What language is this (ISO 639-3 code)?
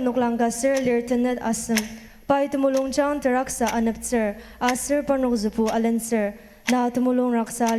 njo